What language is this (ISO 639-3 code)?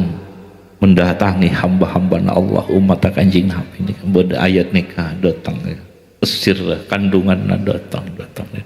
mad